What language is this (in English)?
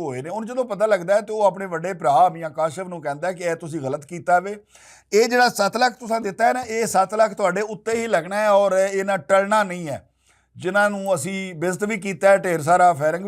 Western Panjabi